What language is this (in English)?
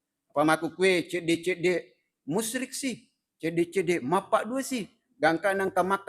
Buginese